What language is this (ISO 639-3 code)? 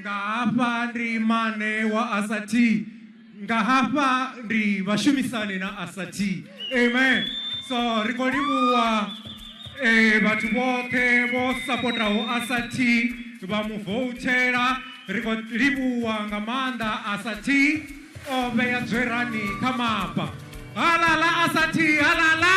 ven